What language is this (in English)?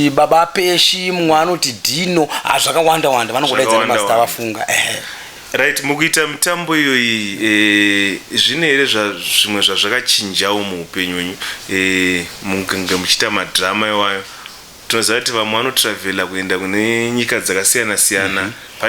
Shona